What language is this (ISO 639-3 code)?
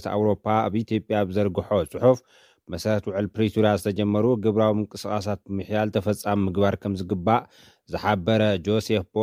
tir